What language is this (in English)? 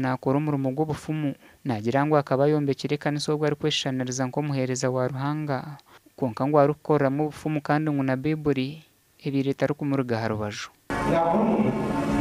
Nyankole